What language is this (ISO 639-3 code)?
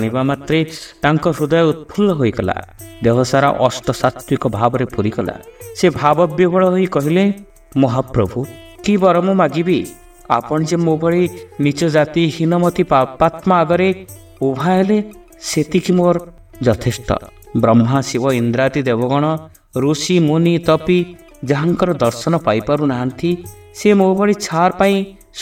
ori